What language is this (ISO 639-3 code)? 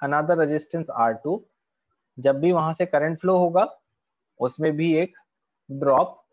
hin